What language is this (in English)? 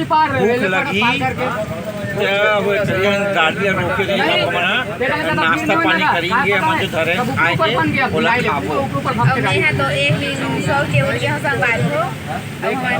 Chhattisgarhi